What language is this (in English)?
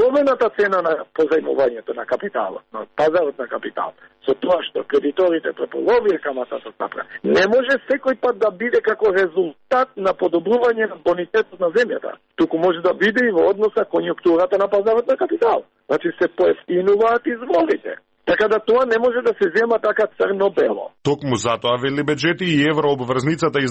Macedonian